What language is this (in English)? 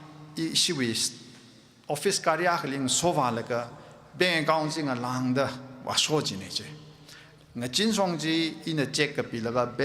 Tangkhul Naga (India)